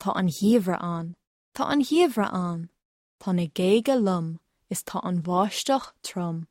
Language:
Irish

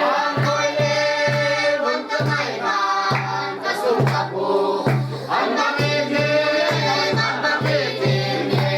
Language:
Tedim Chin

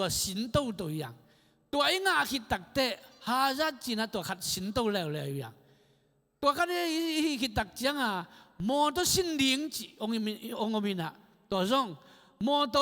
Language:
Tedim Chin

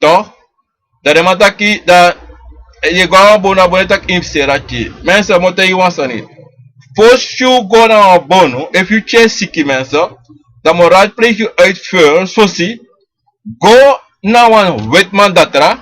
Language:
Sranan Tongo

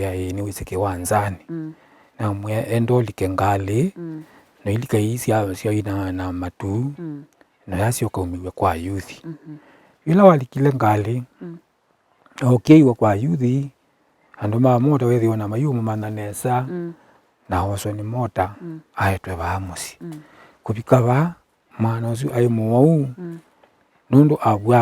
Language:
Kamba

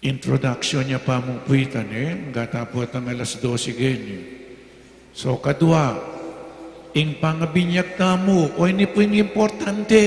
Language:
Pampanga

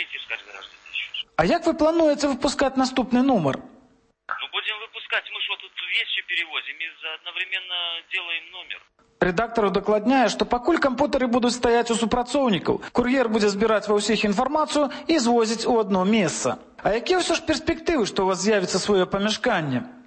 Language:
Belarusian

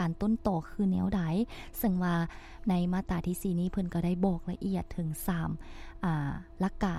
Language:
Lao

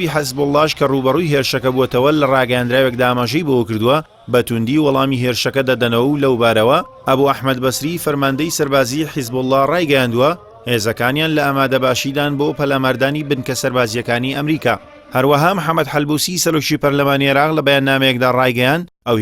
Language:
Central Kurdish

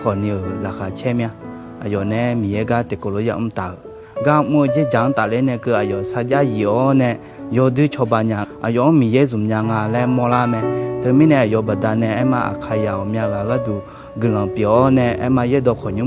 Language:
Akha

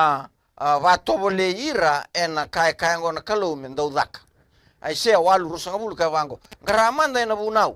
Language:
Fijian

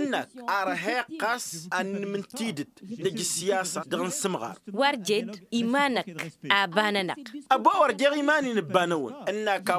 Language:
Tamasheq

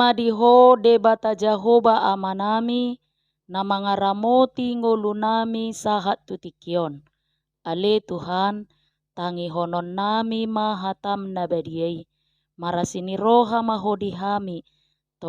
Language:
Batak Toba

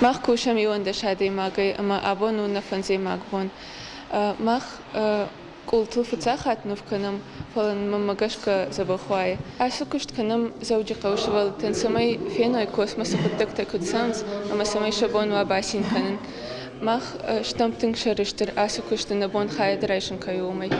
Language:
Ossetic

